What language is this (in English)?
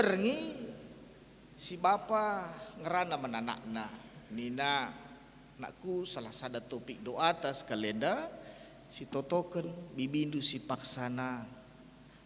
Batak Karo